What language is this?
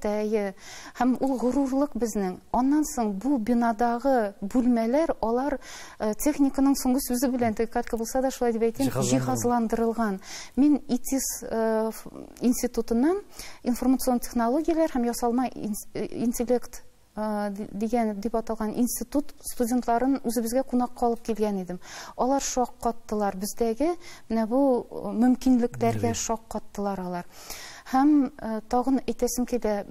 Tatar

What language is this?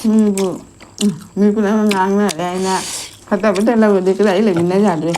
Manipuri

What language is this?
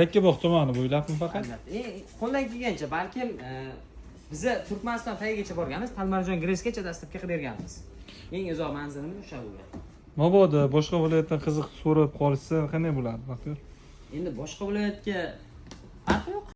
Uzbek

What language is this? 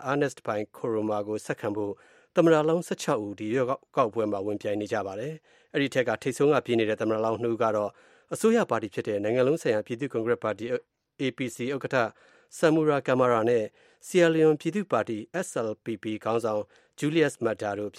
Burmese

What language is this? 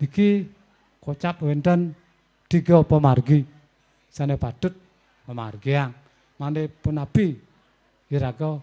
Balinese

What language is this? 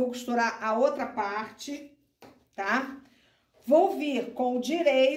Portuguese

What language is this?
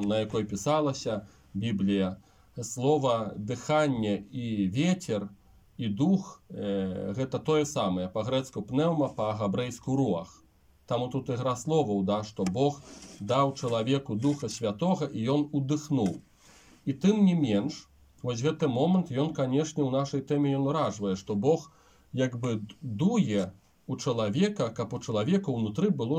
Belarusian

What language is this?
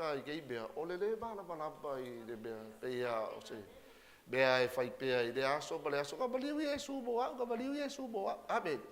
Samoan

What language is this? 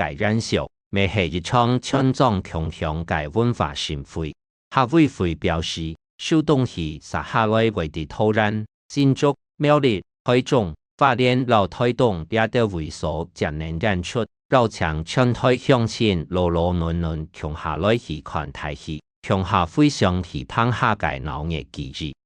Hakka Chinese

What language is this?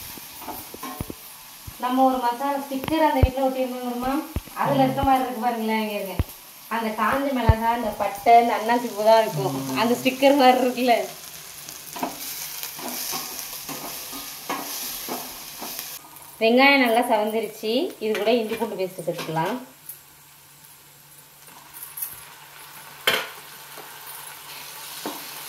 Tamil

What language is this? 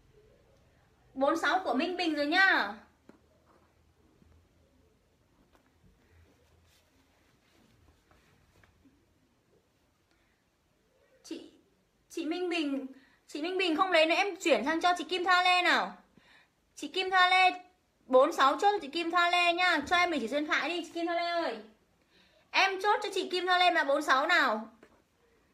Vietnamese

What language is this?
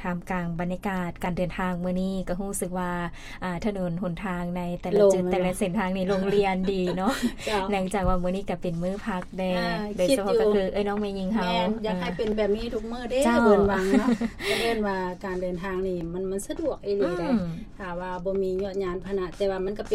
Lao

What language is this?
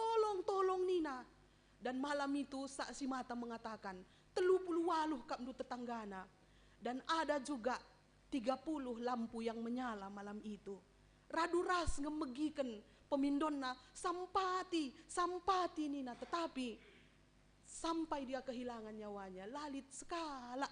Batak Karo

